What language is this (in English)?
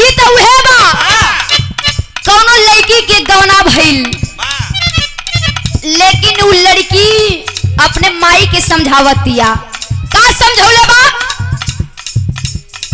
Bhojpuri